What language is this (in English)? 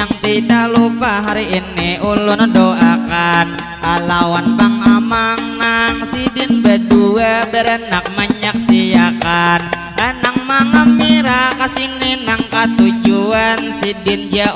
Banjar